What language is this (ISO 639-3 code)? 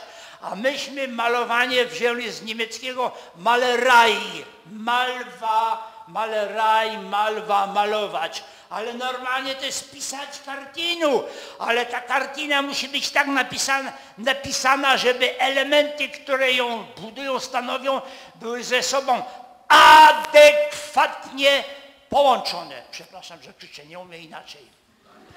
pol